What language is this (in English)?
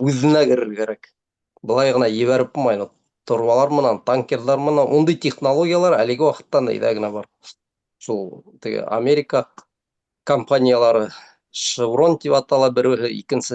Bashkir